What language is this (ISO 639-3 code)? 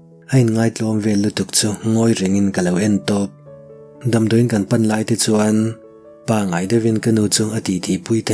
lus